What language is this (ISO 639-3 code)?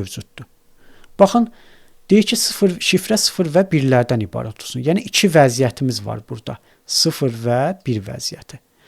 aze